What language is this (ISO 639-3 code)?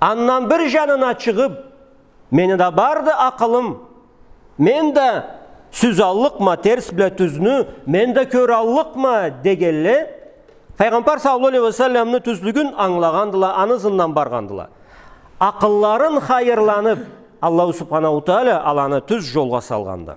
krc